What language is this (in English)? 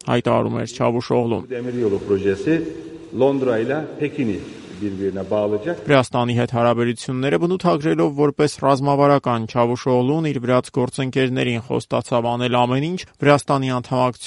Armenian